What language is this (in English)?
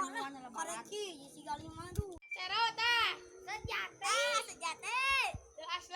Sundanese